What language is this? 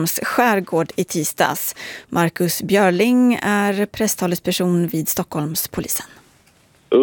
Swedish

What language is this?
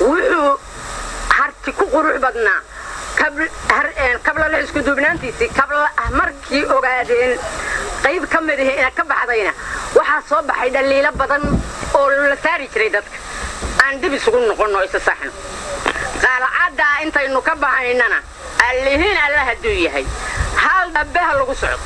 Somali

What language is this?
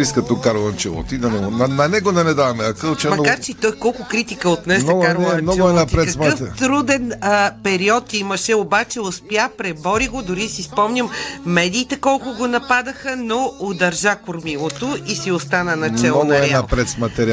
Bulgarian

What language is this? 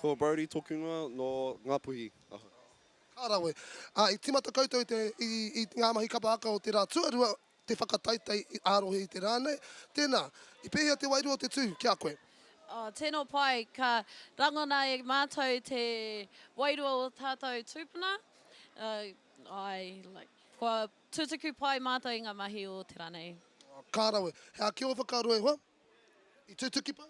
Māori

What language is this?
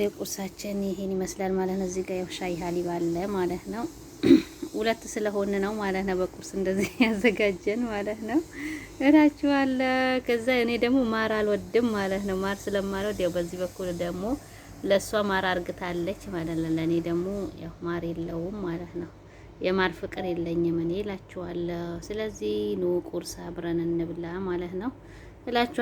Amharic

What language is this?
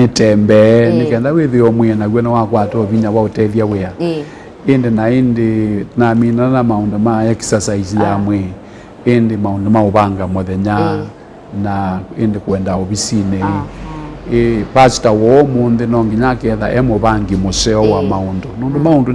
Kamba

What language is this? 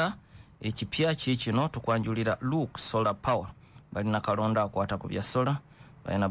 Ganda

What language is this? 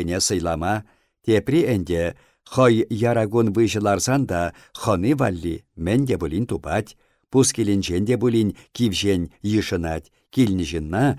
Chuvash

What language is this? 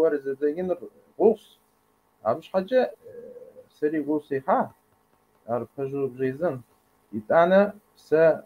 Kabardian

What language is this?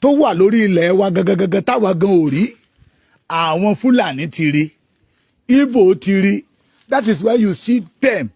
Yoruba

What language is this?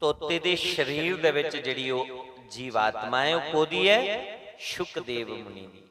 Dogri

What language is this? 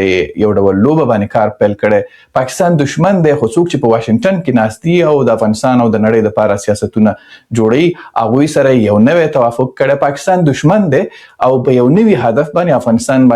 Pashto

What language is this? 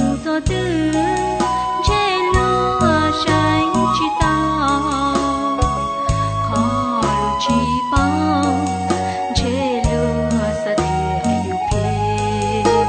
Hmong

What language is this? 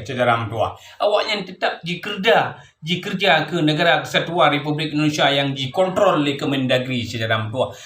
Achinese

